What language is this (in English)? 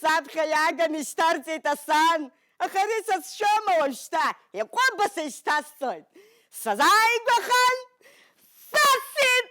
Abkhazian